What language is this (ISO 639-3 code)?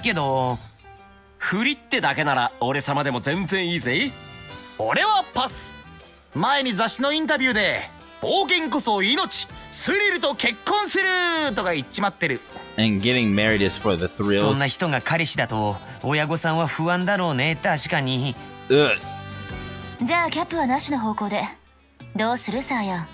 jpn